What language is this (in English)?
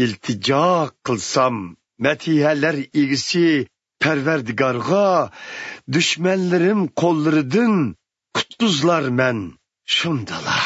Uyghur